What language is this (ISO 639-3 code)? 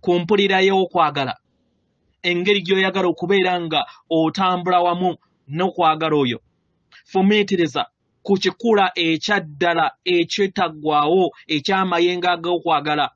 lug